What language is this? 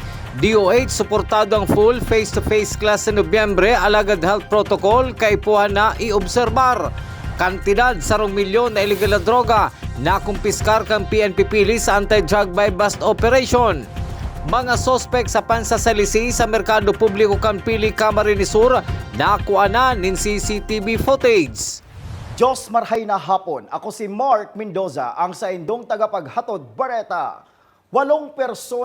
Bikol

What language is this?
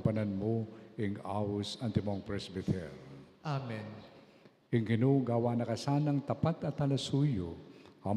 Pampanga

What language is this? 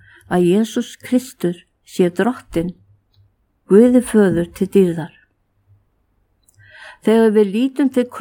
Icelandic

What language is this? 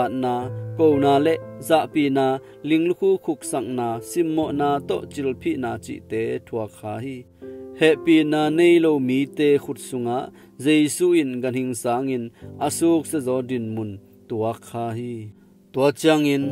Tedim Chin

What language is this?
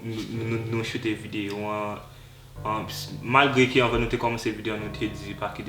Haitian Creole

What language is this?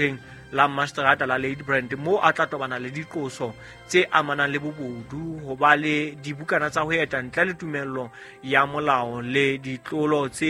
Southern Sotho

